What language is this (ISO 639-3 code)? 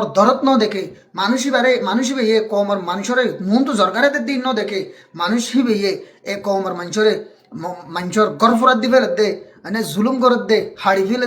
rhg